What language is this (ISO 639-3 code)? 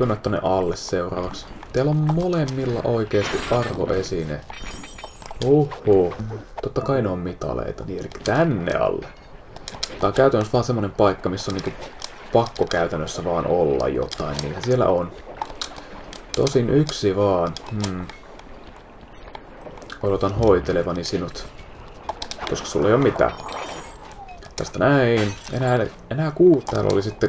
fin